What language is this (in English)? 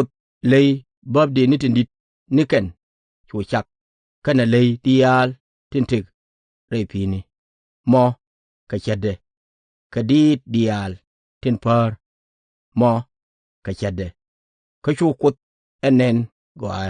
Nuer